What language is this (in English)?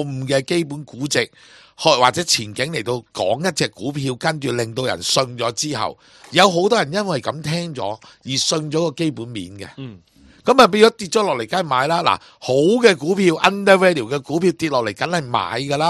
Cantonese